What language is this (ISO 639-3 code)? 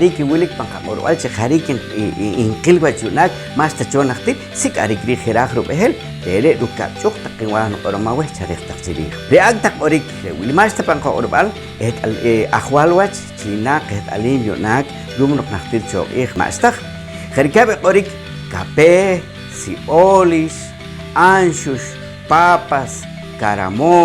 poh